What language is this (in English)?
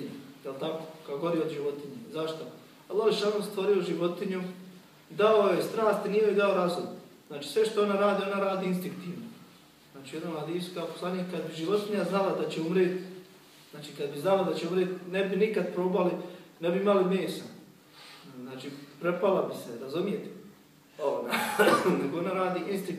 Bosnian